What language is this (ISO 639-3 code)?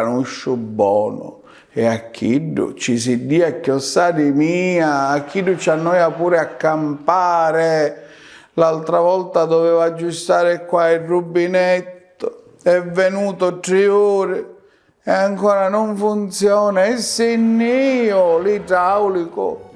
scn